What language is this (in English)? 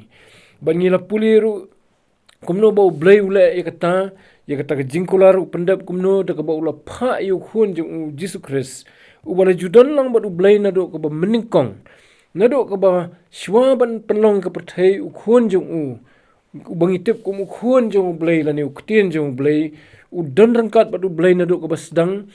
Khasi